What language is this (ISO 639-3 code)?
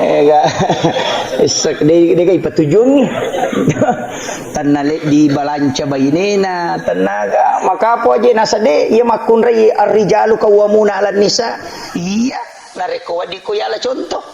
bug